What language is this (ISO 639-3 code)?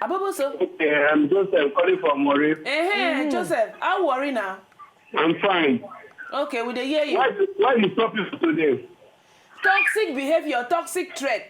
pcm